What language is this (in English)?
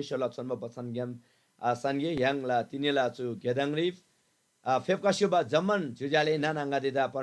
Eastern Tamang